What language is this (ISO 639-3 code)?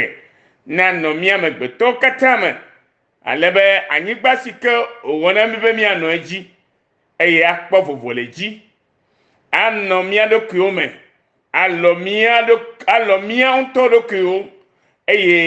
ewe